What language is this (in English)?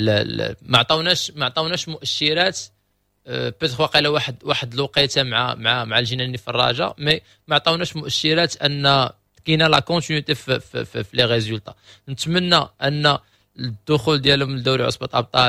Moroccan Arabic